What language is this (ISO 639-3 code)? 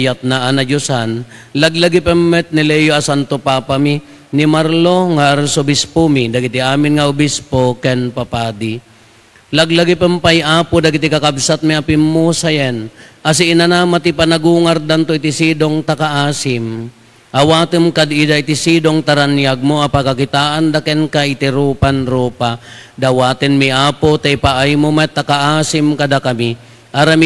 ilo